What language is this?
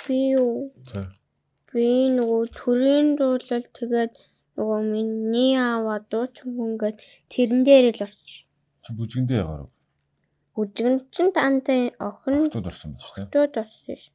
Mongolian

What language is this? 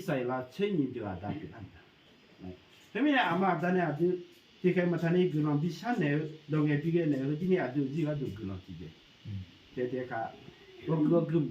Akha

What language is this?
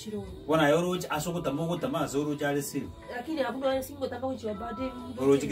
Gusii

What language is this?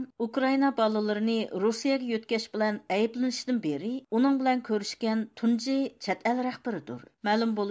Uyghur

